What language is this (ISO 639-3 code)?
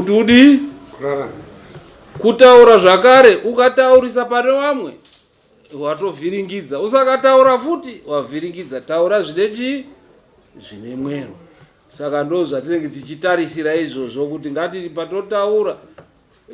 sna